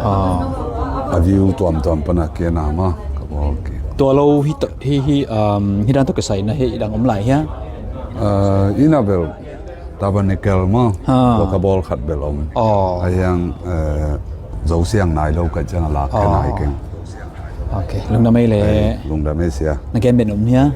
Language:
Tedim Chin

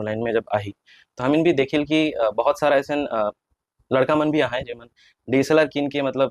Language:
Sadri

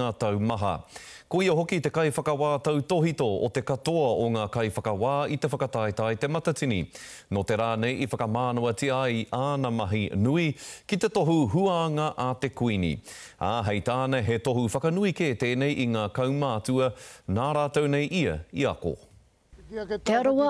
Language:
Māori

